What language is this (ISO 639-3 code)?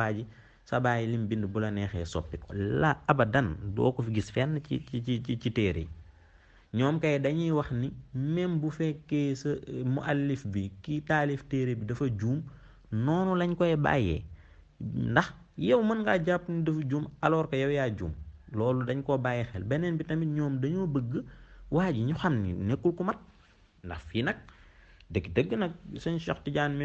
wol